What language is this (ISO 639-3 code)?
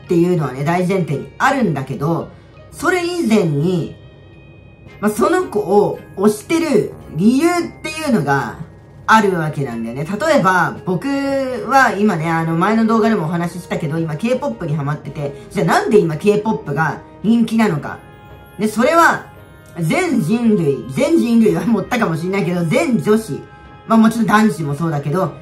jpn